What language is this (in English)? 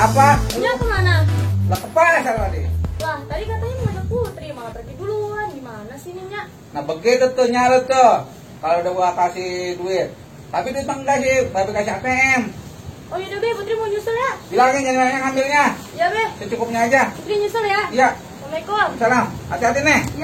Betawi